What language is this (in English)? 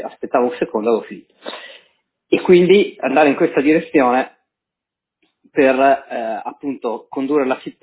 Italian